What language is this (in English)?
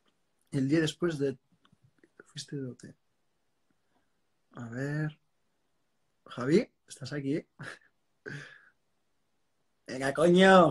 Spanish